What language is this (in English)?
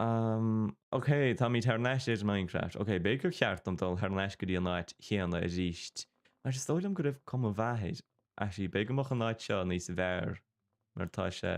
Irish